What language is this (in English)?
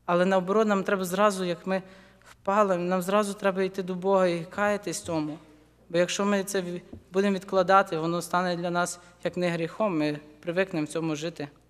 Ukrainian